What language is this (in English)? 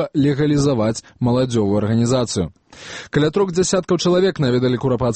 Belarusian